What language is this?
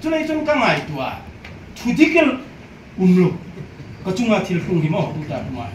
Hmar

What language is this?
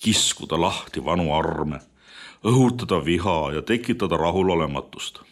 Estonian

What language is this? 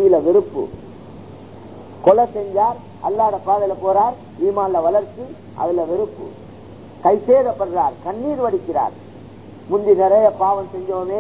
Tamil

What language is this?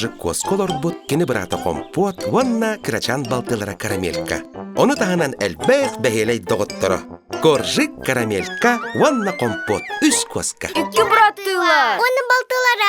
Yakut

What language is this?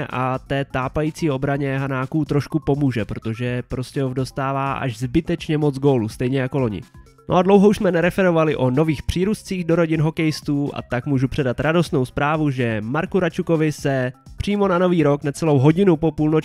Czech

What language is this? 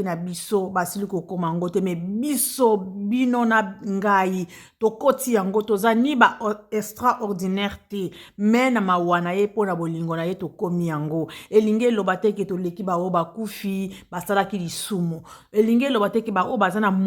Lingala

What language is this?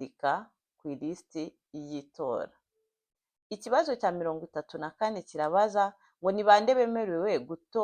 Kinyarwanda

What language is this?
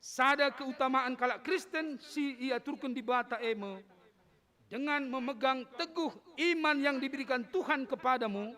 Batak Karo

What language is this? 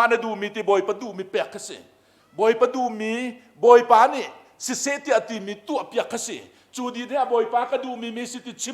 Hakha Chin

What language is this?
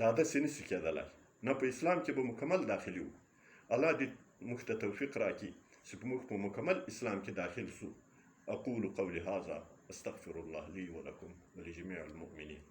Pashto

